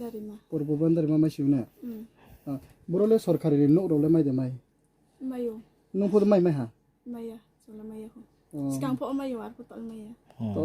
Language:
Riang (India)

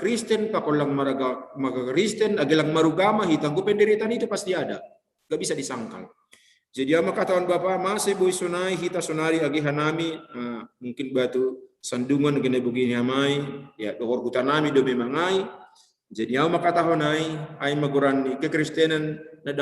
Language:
Batak Simalungun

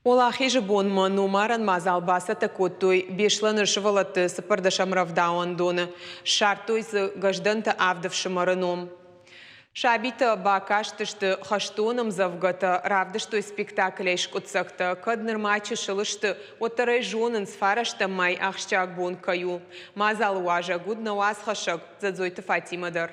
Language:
Ossetic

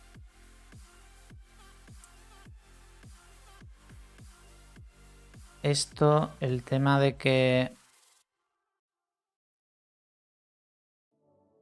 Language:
Spanish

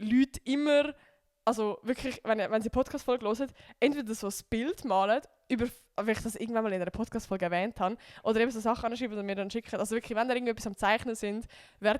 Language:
Swiss German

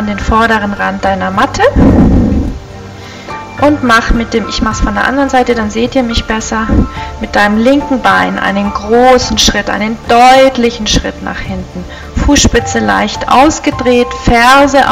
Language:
German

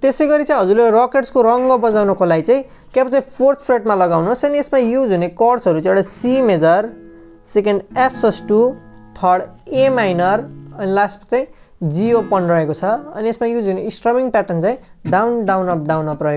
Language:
Nepali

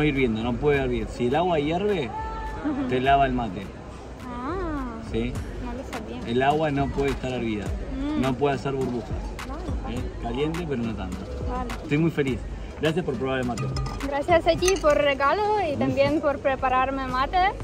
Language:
Spanish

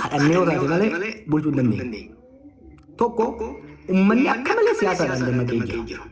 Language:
Oromo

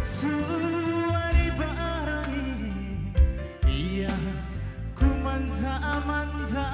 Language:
Batak Karo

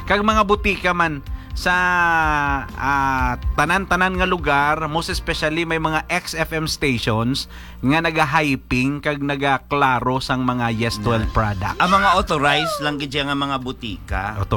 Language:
Hiligaynon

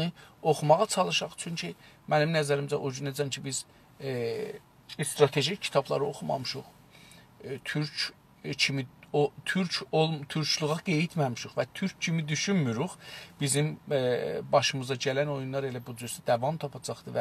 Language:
South Azerbaijani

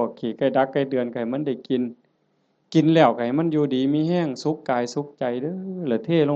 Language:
Northeastern Thai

